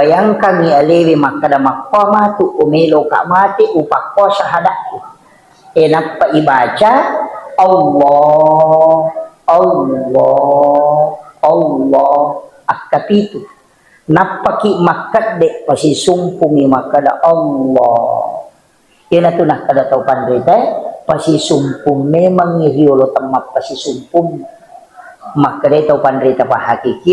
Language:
Buginese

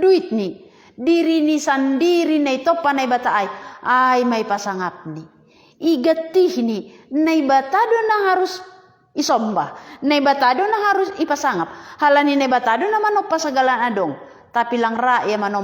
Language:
Batak Simalungun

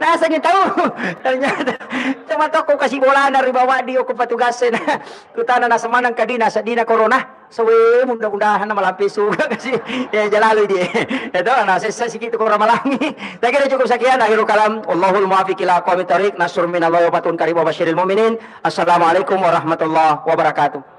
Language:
Buginese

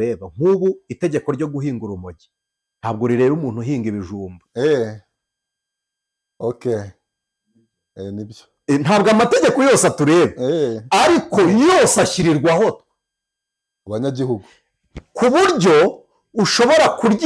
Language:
Kinyarwanda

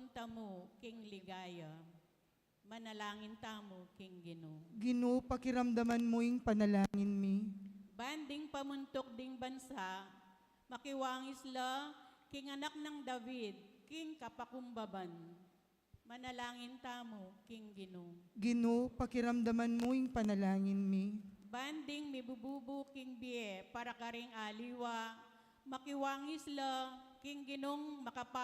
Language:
Pampanga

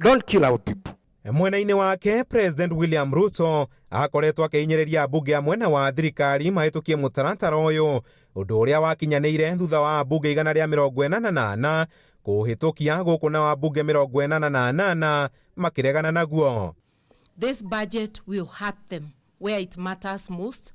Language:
Kikuyu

